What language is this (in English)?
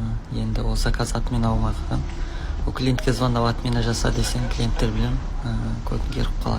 Kazakh